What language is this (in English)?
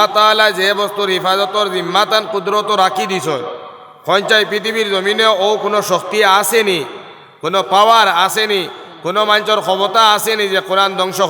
Sylheti